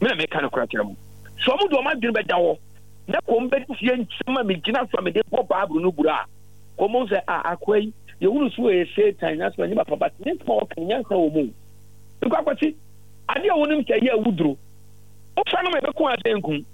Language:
Akan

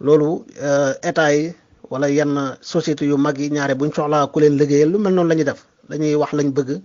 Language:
Wolof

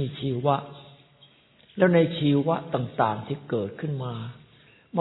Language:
Thai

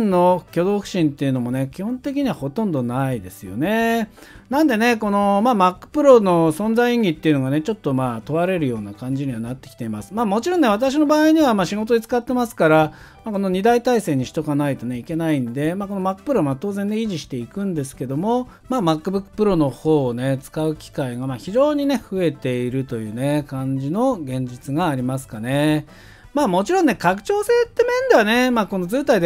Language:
Japanese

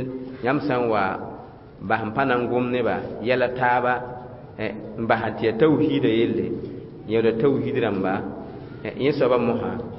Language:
Mossi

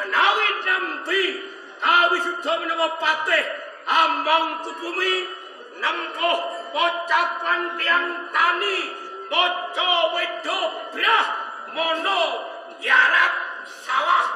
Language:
Javanese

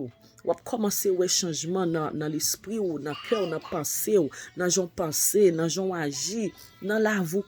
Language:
Haitian Creole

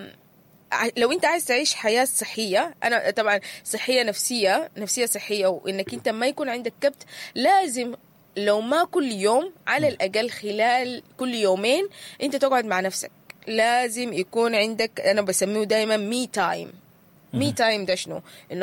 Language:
Sudanese Arabic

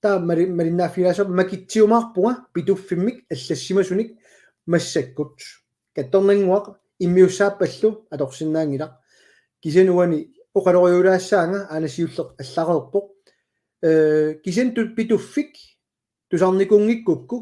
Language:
Kalaallisut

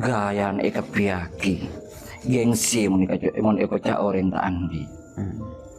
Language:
Madurese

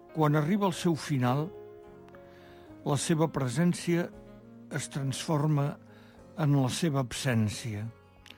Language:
Catalan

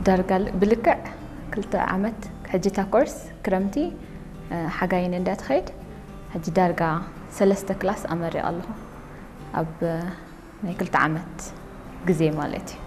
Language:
Tigrinya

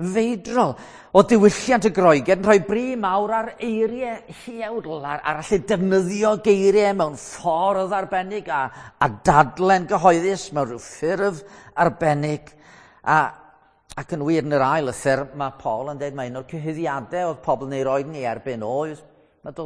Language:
Welsh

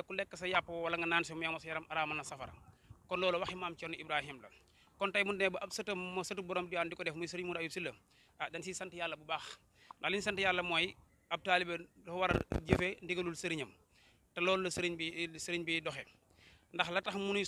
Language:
Wolof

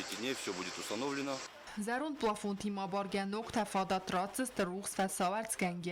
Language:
Ossetic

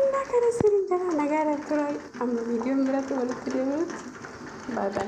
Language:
Oromo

